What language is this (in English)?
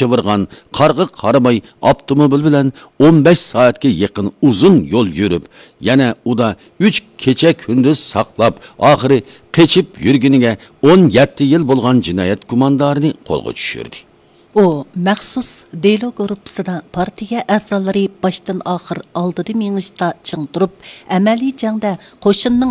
Uyghur